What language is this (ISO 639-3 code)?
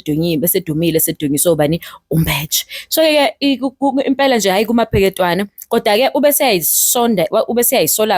zul